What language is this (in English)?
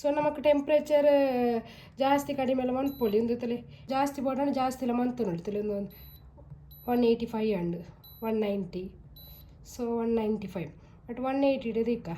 Tulu